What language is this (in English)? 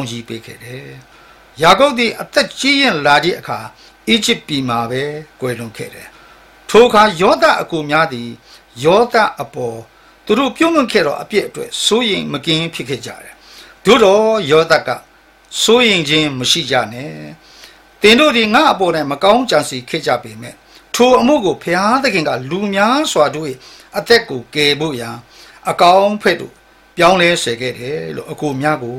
Burmese